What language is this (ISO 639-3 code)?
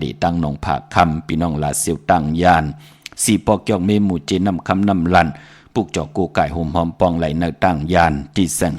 shn